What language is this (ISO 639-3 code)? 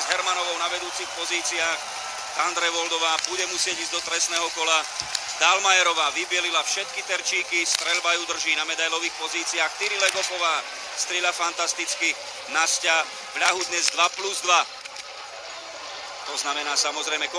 slk